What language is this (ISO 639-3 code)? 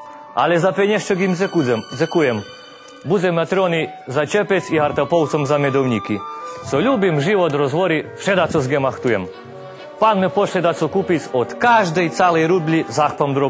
rue